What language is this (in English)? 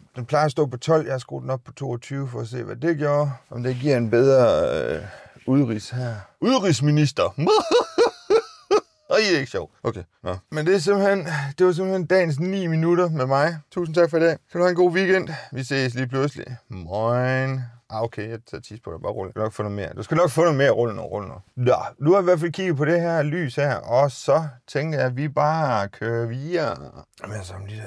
Danish